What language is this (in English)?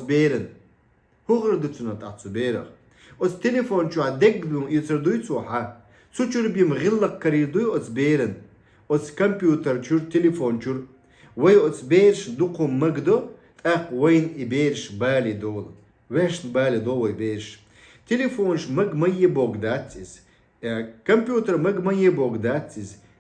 Chechen